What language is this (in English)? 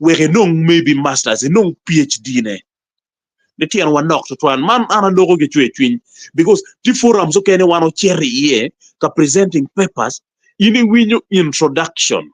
Acoli